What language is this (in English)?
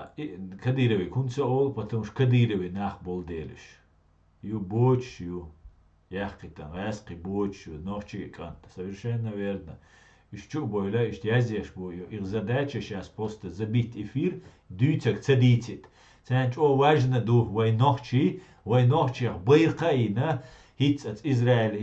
Chechen